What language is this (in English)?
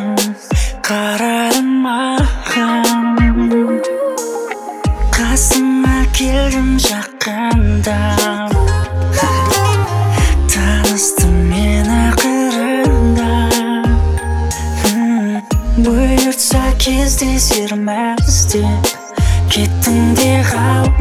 Kazakh